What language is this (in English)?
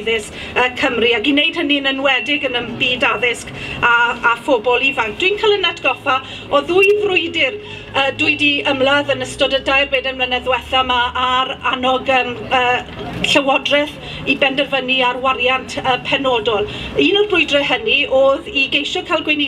Welsh